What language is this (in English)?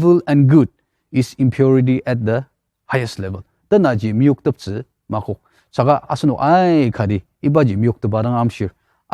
Ao Naga